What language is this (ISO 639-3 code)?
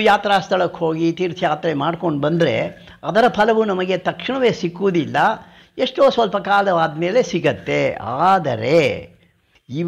kan